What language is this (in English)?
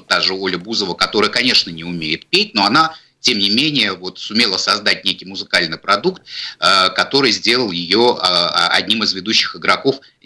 Russian